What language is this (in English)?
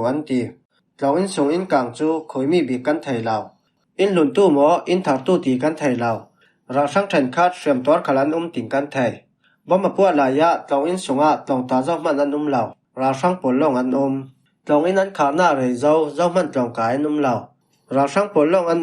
Falam Chin